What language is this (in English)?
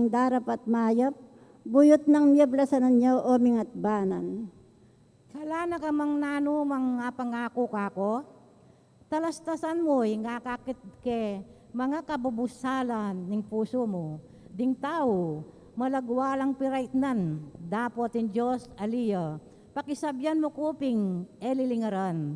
Pampanga